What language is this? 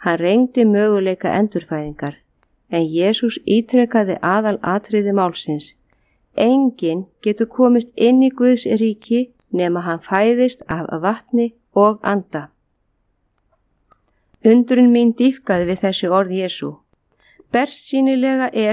Icelandic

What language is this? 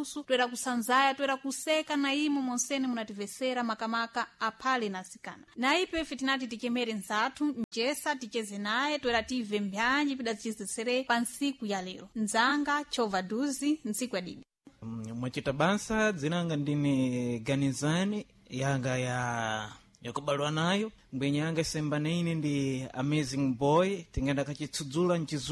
Sena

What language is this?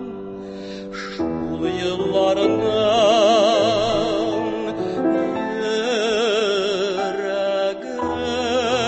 Tatar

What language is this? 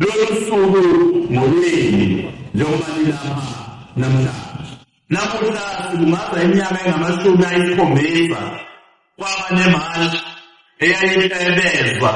Zulu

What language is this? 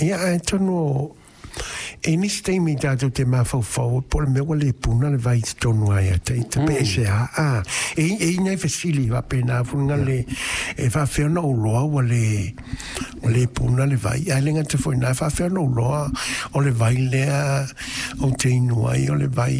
Samoan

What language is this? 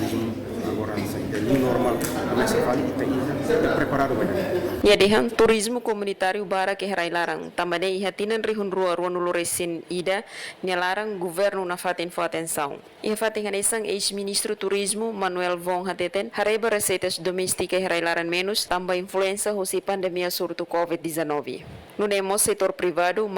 Tetum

